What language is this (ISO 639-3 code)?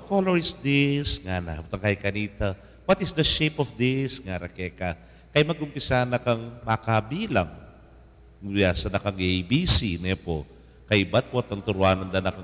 pam